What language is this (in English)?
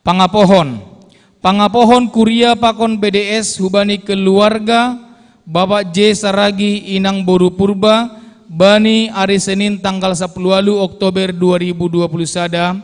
Batak Simalungun